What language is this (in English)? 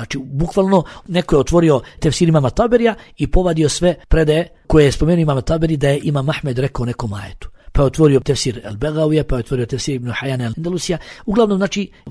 Bosnian